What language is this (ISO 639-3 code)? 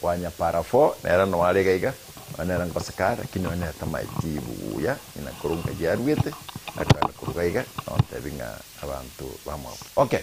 guz